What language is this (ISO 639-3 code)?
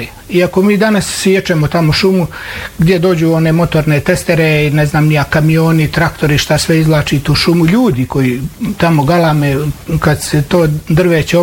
bos